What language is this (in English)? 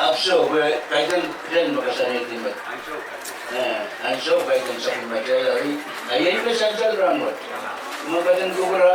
Pohnpeian